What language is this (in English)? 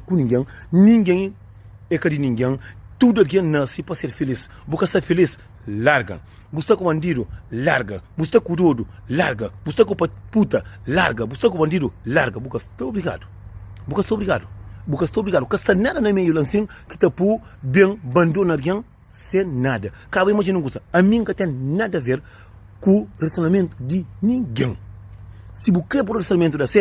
Kabuverdianu